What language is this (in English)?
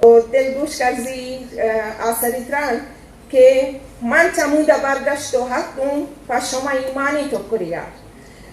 Eastern Balochi